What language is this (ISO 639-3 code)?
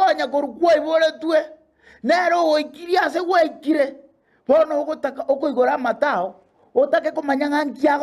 guz